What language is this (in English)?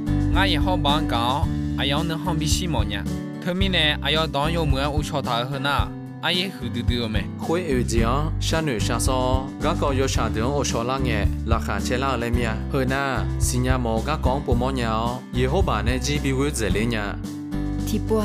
Akha